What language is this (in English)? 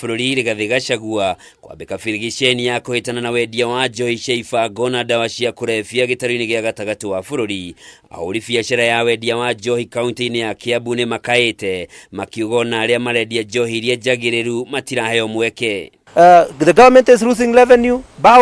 Kikuyu